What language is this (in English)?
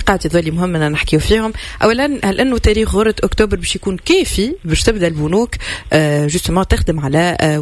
Tunisian Arabic